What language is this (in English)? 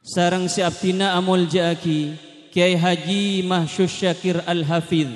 Madurese